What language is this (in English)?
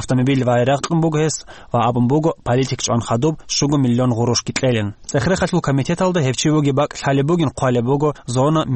Avaric